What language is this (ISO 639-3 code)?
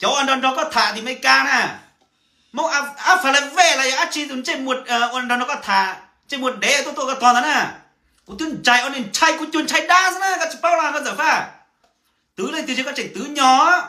hmn